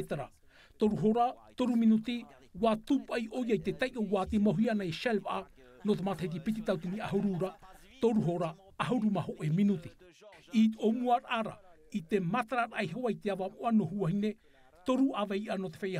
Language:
Tahitian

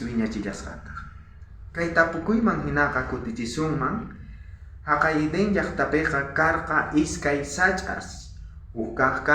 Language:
South Bolivian Quechua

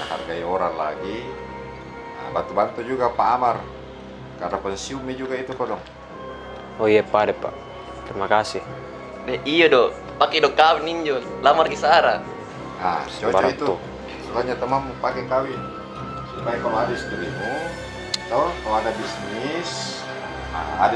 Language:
Makassar Malay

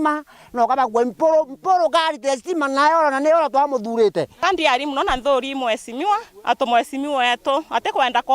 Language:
Meru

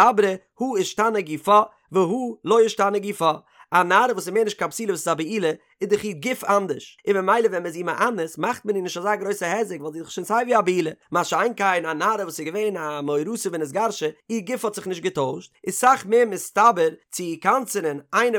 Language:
Yiddish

